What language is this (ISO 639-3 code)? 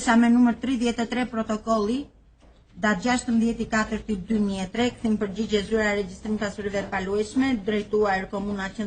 sqi